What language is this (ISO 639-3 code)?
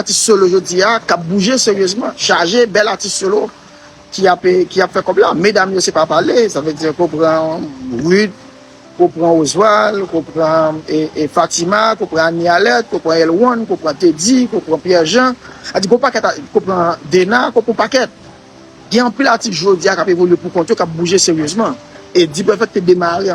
hat